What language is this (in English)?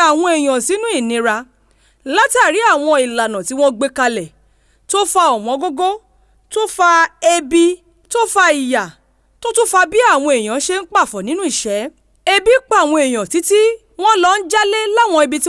Yoruba